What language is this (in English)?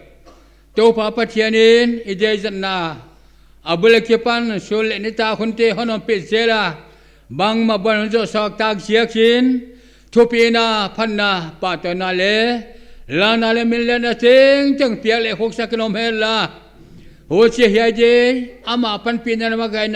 Paite Chin